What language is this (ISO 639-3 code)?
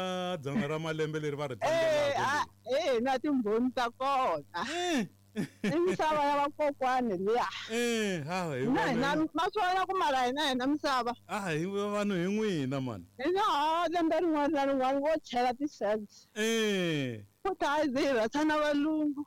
tso